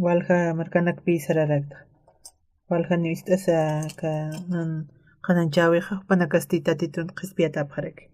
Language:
Aymara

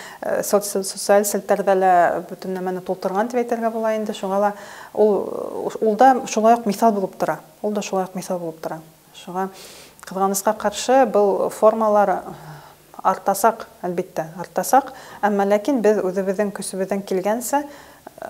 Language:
Bashkir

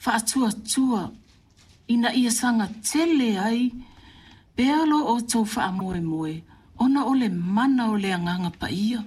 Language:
Samoan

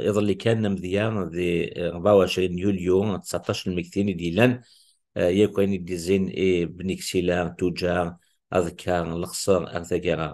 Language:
Kabyle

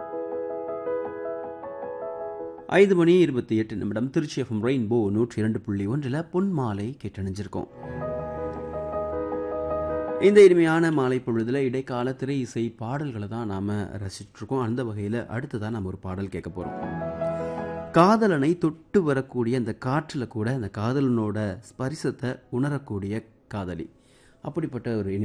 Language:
Tamil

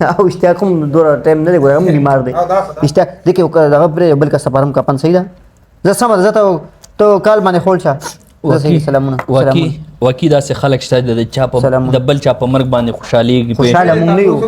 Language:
Pashto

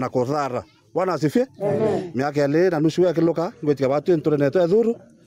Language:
Meru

